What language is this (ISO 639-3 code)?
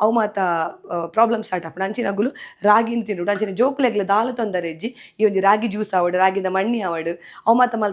tcy